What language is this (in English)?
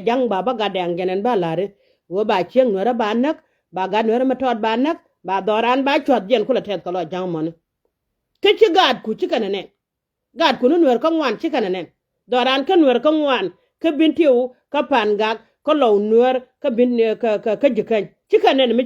Nuer